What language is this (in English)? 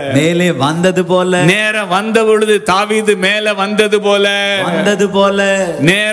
Tamil